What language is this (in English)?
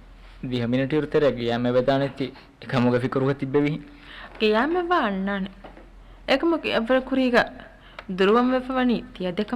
Divehi